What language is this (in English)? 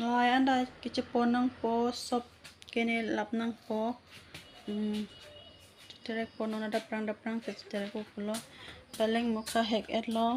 Karbi